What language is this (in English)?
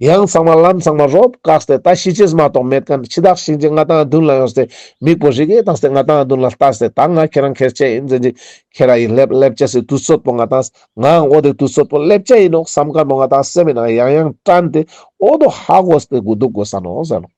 Ladakhi